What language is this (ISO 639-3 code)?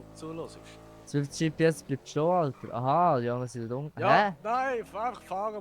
gsw